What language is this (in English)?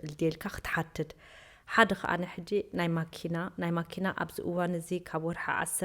Tigrinya